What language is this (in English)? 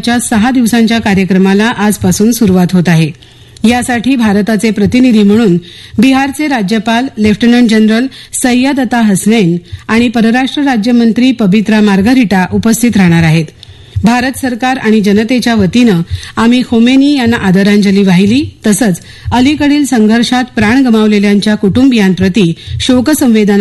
Marathi